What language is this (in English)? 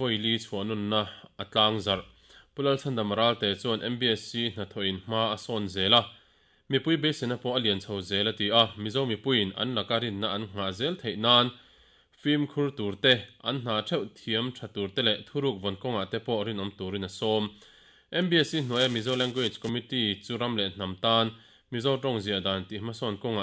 Mizo